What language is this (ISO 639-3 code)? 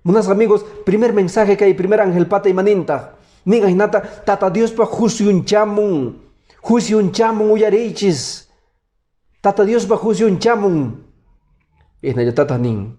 que